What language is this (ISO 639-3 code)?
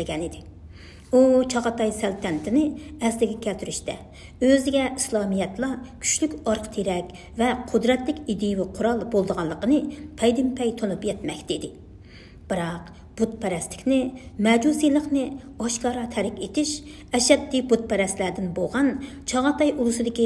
uig